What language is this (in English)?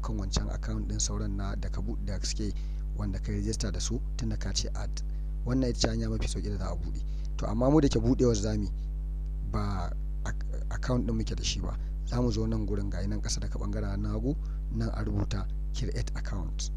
Hausa